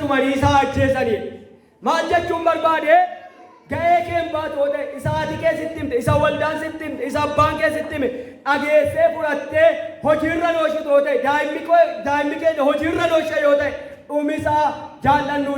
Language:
Oromo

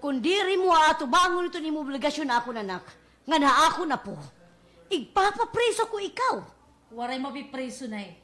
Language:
Waray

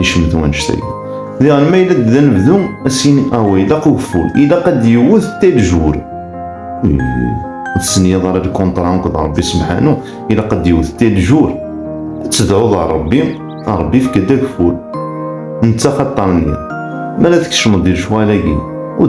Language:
Kabyle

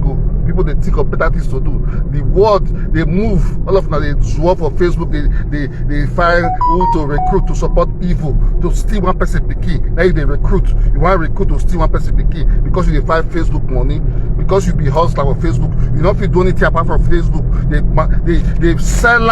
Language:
Nigerian Pidgin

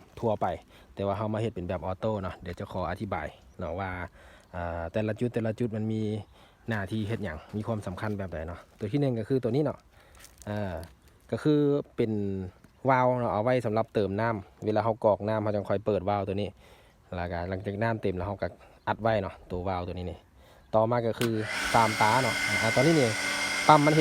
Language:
Lao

